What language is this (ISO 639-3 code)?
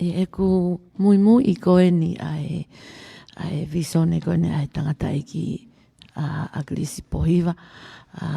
ton